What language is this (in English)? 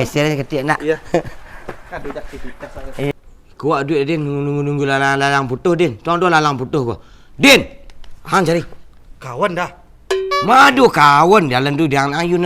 Minangkabau